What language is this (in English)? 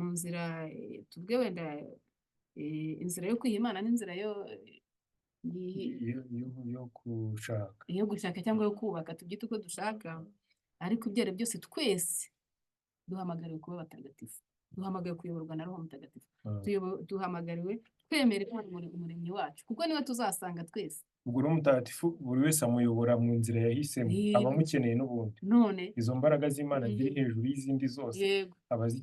Kinyarwanda